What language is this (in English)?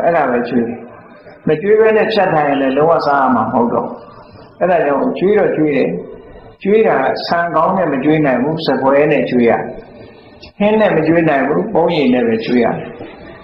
Burmese